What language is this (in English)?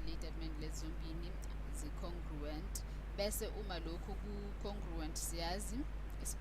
Zulu